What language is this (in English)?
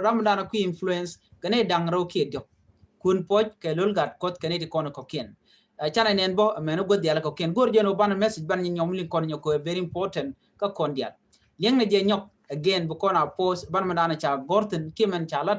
Nuer